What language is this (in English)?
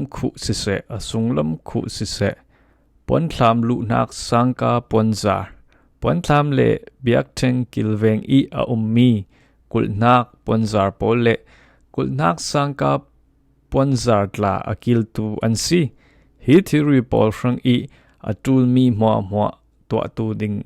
Falam Chin